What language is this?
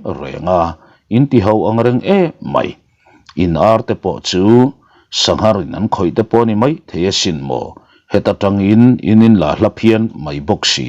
Mizo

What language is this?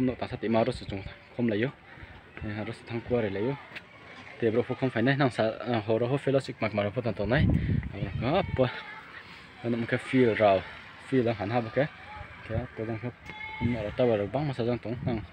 Riang (India)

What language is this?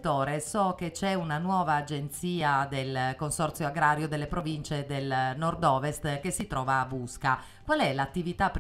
Italian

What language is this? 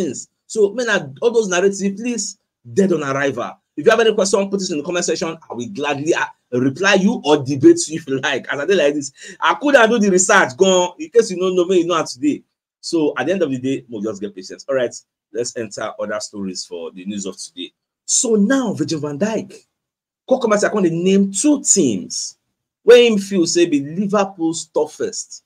Nigerian Pidgin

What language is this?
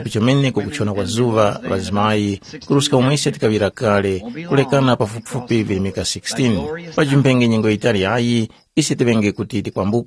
Tumbuka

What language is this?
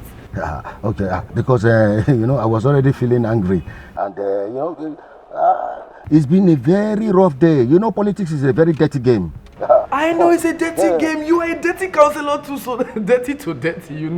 Nigerian Pidgin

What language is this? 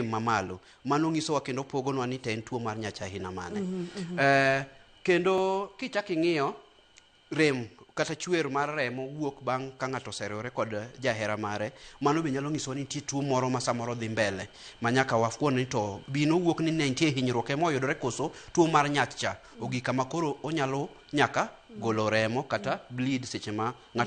Luo (Kenya and Tanzania)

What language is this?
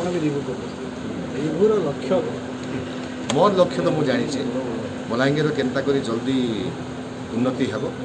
Odia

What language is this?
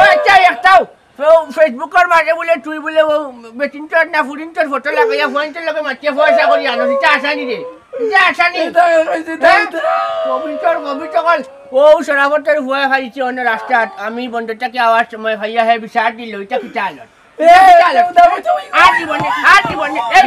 Sylheti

